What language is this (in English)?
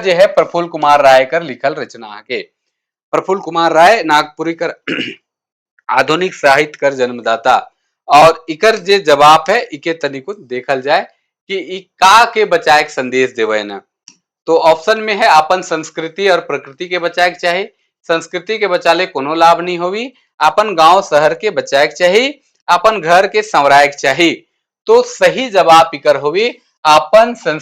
Sadri